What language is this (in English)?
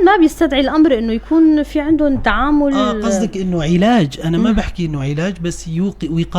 North Levantine Arabic